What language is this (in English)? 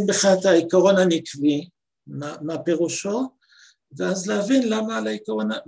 Hebrew